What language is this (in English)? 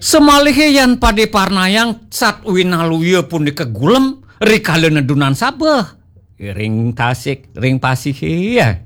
Balinese